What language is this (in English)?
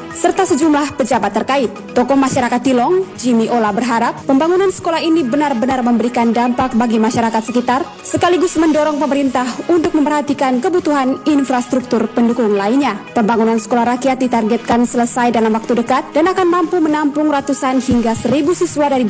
Indonesian